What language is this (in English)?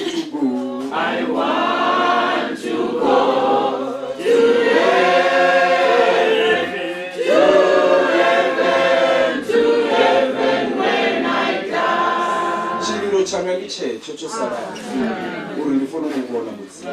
Venda